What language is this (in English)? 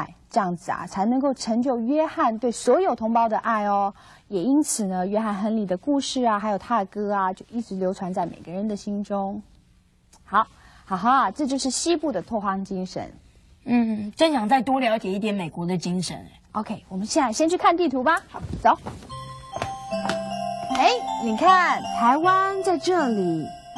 Chinese